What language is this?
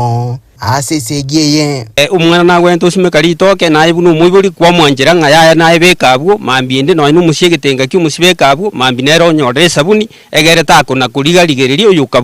Gusii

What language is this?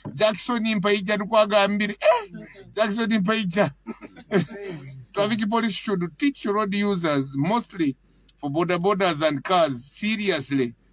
Nyoro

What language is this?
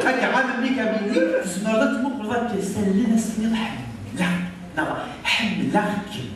Kabyle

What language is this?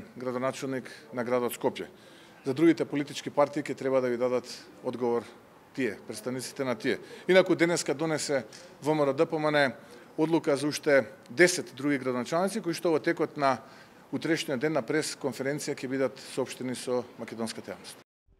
Macedonian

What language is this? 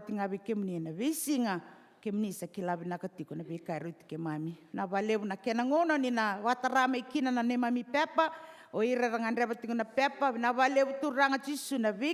Fijian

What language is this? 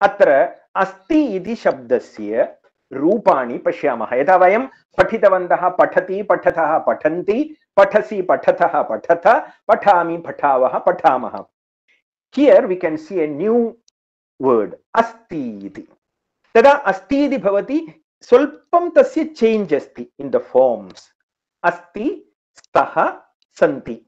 Sanskrit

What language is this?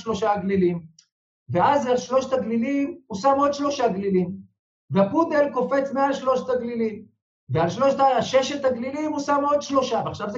Hebrew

